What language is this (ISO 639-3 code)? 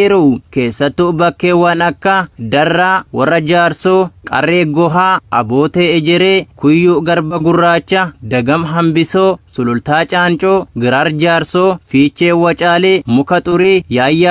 orm